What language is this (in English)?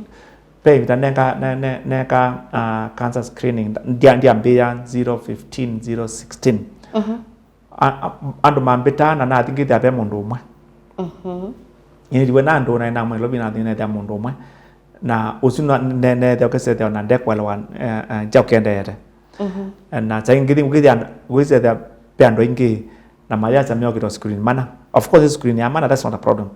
Kamba